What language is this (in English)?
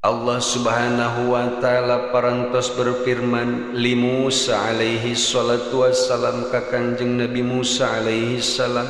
Sundanese